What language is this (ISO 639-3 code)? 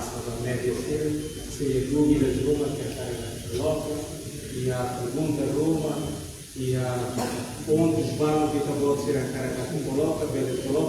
tet